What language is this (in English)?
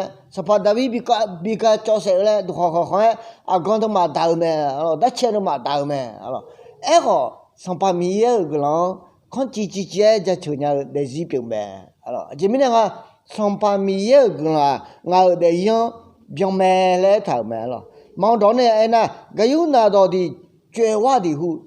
Akha